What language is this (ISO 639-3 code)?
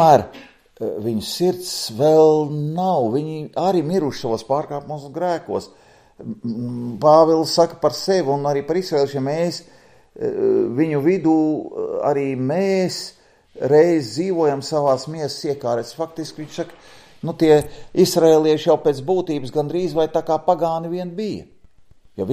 lav